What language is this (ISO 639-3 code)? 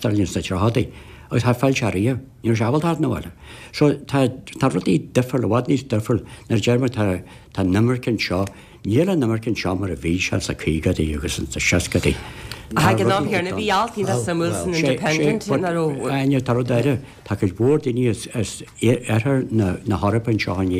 gle